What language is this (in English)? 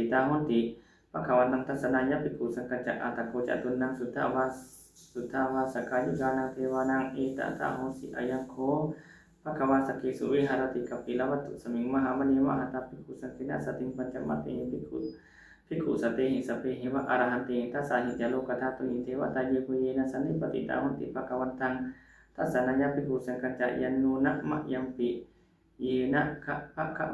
Pali